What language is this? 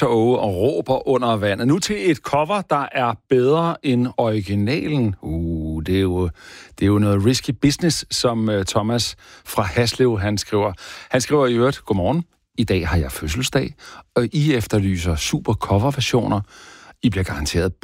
Danish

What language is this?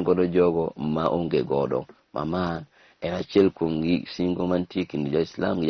Luo (Kenya and Tanzania)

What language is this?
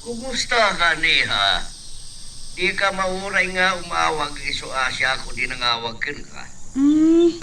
Iloko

